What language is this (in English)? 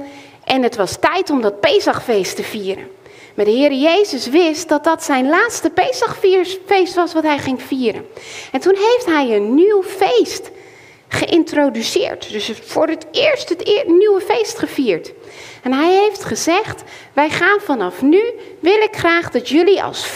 Dutch